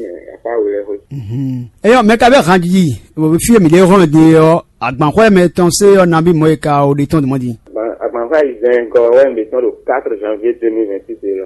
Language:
Fon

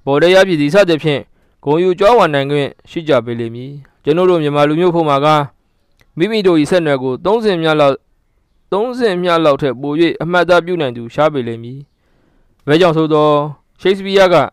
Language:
Burmese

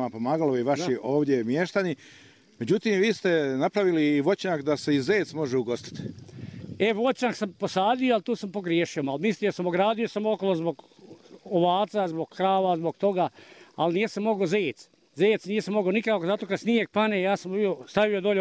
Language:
Bosnian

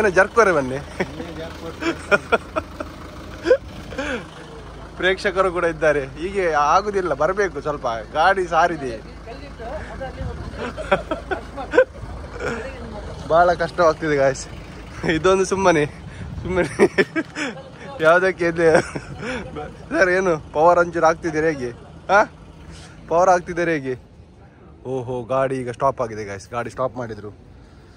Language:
Kannada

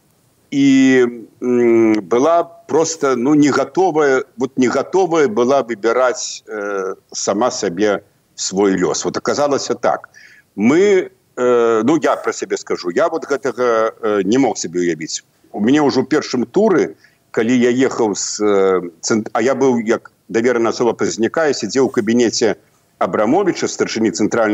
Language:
Belarusian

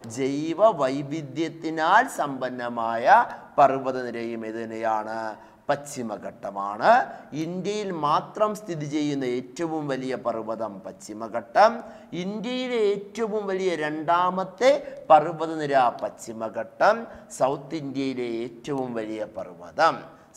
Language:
Malayalam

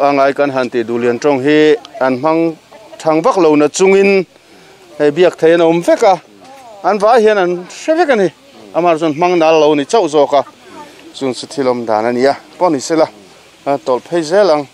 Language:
Mizo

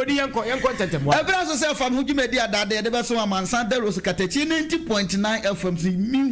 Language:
Akan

